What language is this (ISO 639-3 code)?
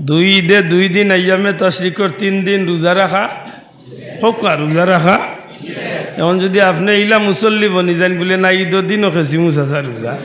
syl